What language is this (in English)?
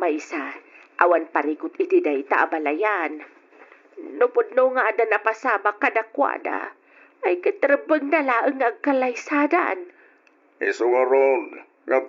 Iloko